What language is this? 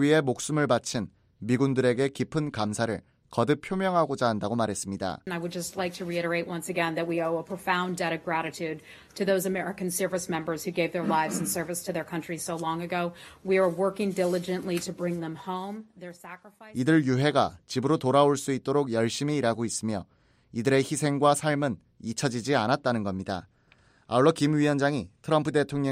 Korean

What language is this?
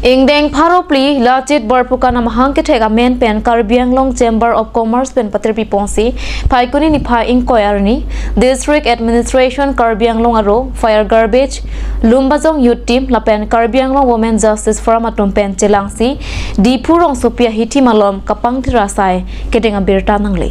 Karbi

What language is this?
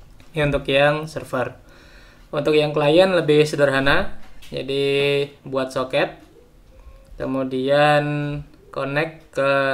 Indonesian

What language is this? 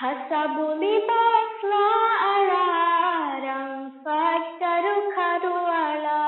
Divehi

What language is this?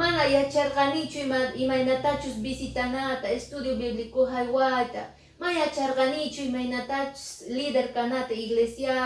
Quechua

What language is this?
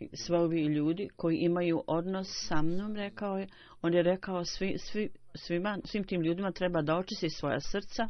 Bosnian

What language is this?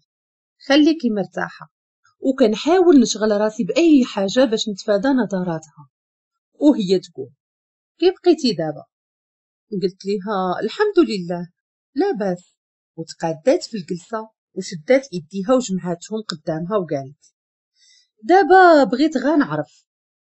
Moroccan Arabic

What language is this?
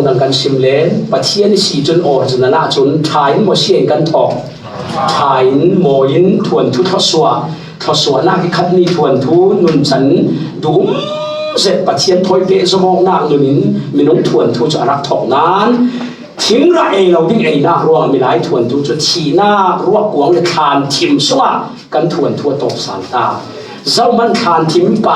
Falam Chin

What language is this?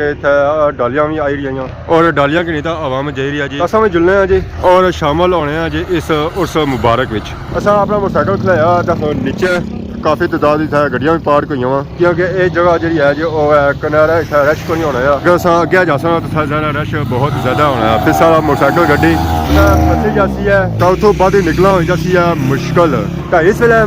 Pahari-Potwari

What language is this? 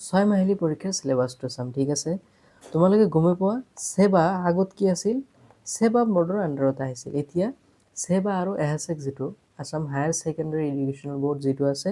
Assamese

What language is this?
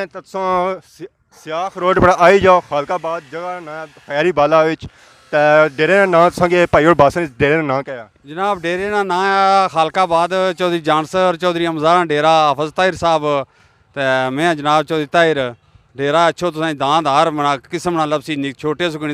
Pahari-Potwari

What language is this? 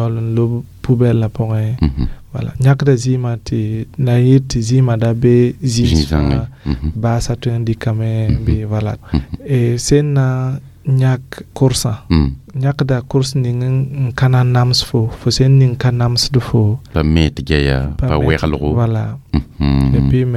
Mossi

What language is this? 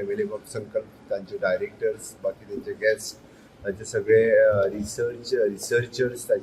Konkani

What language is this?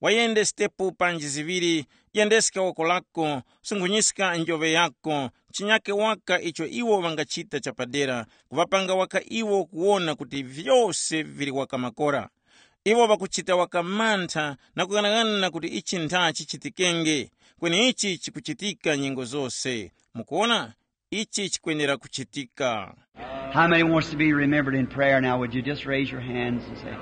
Tumbuka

